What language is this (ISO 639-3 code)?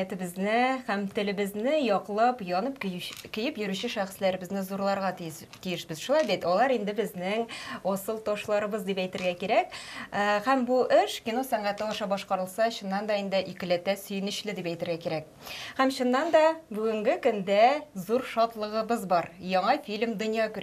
tat